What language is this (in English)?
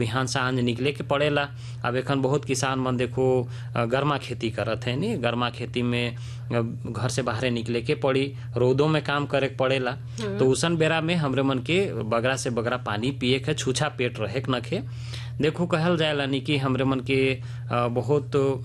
Sadri